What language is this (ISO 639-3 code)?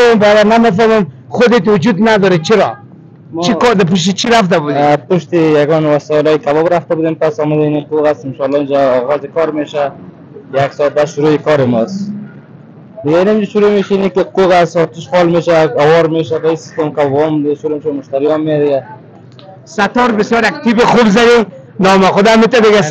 fas